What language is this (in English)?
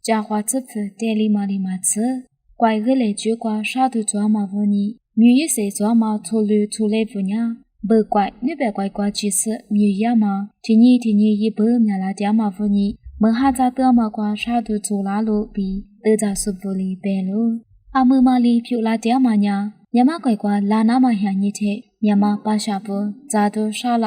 Lisu